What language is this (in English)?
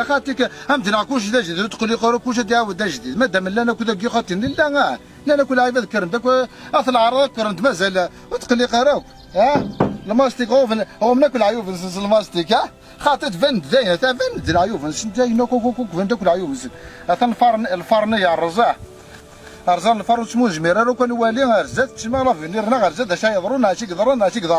Kabyle